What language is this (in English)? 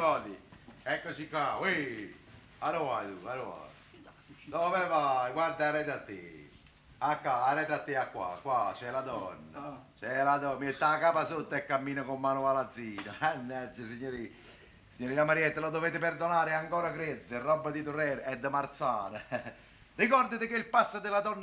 Neapolitan